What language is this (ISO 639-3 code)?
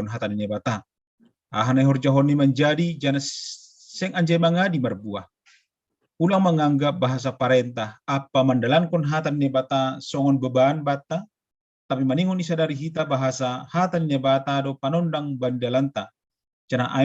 bts